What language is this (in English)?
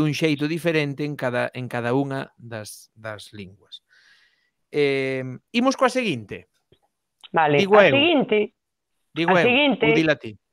Galician